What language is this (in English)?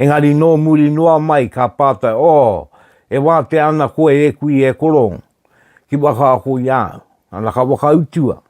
Māori